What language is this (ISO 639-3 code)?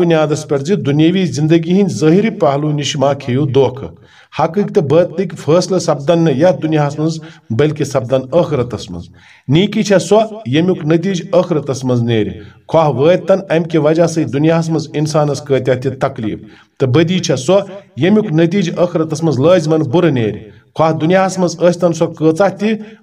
kas